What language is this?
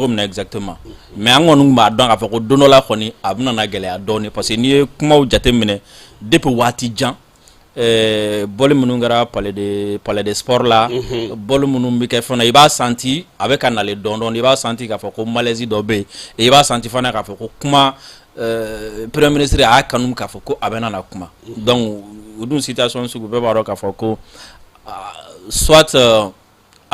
Bambara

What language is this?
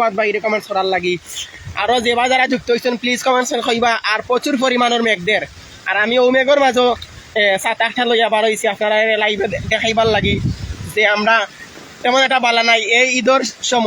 Sylheti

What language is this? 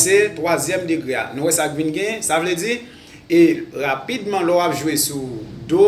Haitian Creole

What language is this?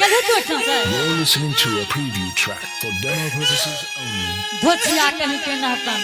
Angika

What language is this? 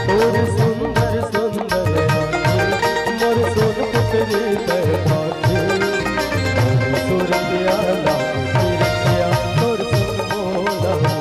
Chhattisgarhi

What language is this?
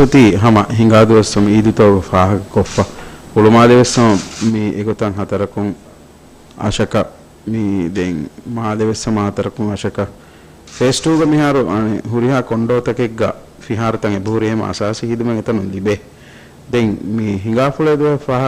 Divehi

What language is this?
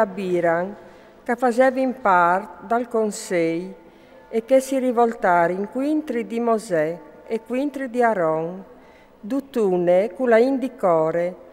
Friulian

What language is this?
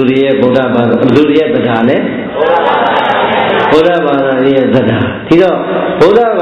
Burmese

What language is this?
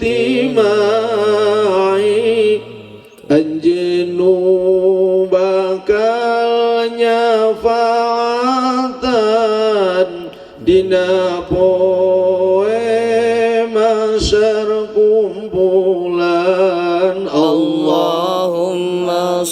Sundanese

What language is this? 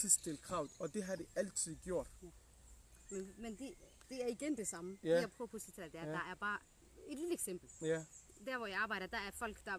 Danish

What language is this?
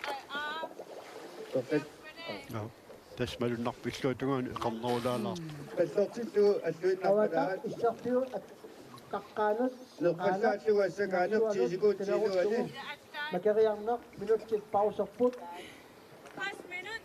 Kalaallisut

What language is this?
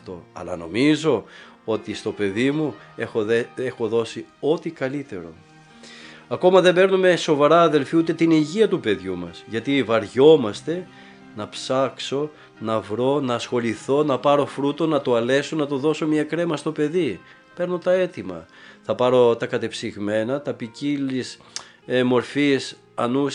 Greek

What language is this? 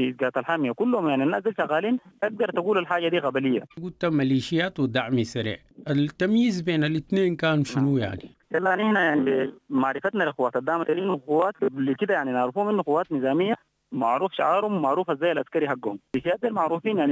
Sudanese Arabic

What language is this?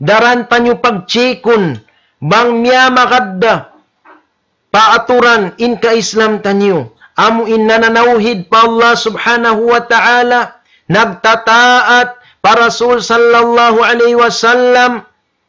Tausug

